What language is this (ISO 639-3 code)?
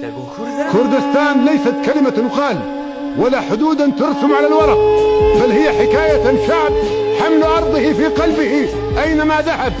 kur